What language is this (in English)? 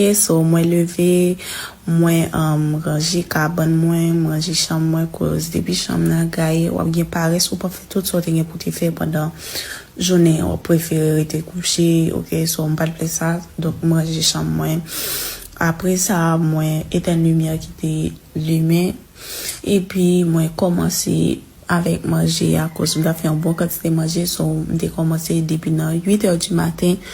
Haitian Creole